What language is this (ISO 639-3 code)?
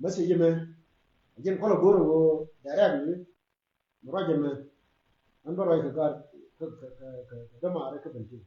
nus